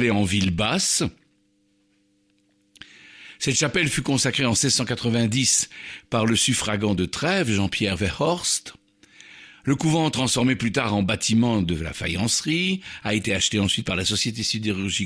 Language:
French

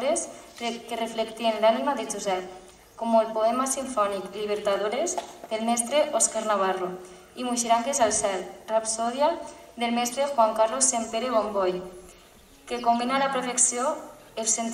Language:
Catalan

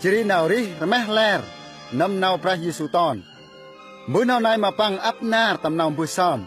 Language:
Central Mnong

